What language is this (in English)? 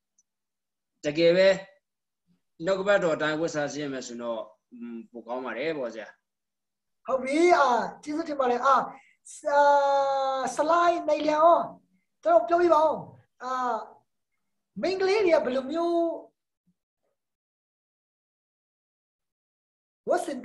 Burmese